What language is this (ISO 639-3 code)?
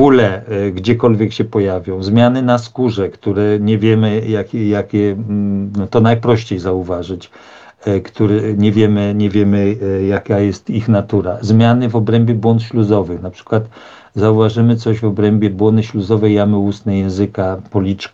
pol